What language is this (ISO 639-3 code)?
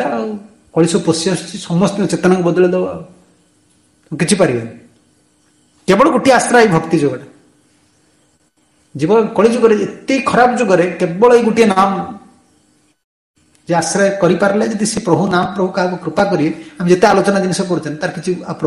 ori